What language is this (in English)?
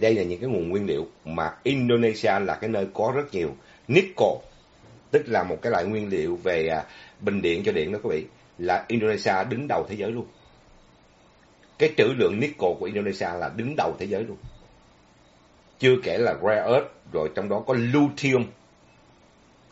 Vietnamese